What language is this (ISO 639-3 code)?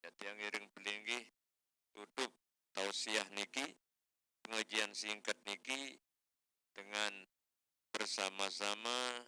sas